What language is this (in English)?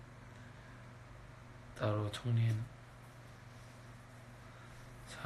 Korean